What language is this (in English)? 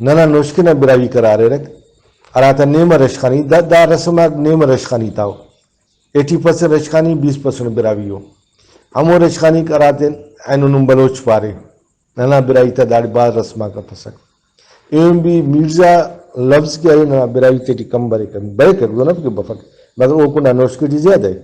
Brahui